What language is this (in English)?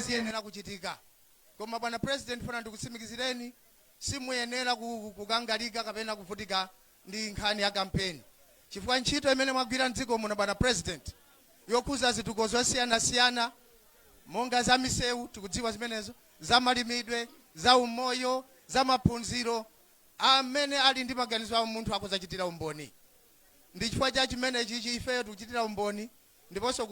Nyanja